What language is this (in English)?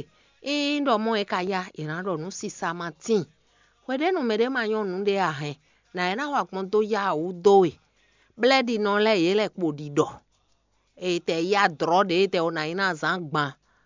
Fon